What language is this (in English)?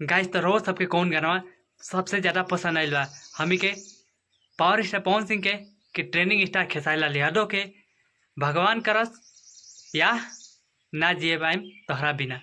Bhojpuri